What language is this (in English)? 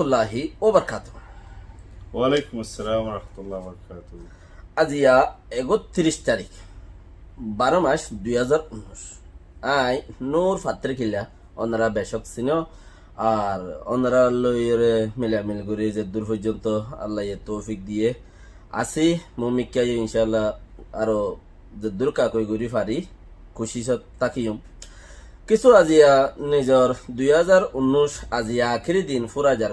Rohingya